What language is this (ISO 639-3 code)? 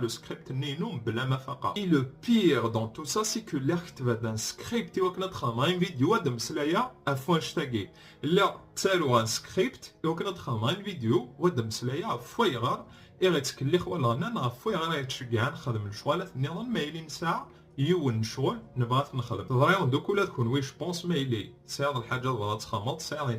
kab